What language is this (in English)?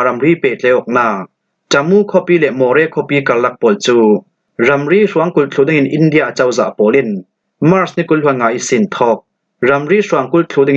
Falam Chin